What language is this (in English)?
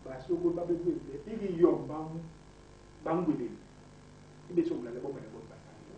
Basaa